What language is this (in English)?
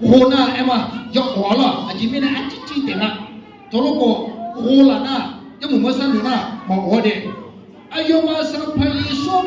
Akha